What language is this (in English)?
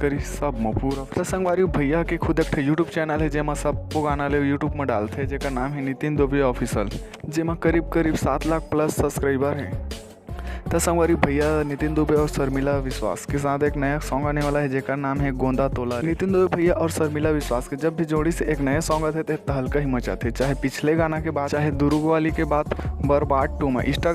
Chhattisgarhi